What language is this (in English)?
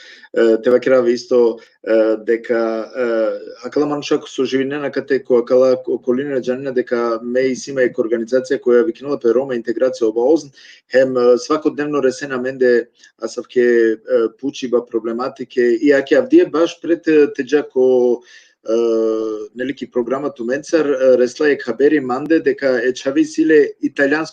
Balkan Romani